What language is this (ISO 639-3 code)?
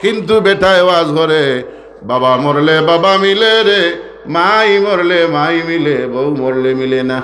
syl